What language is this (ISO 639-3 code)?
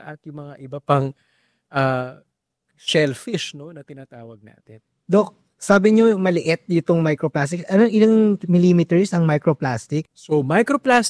fil